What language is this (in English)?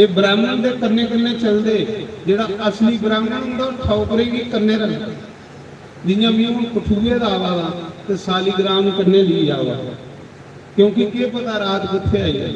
Dogri